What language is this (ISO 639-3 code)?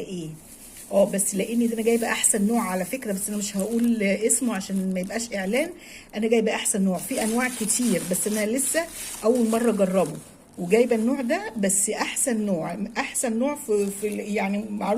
arz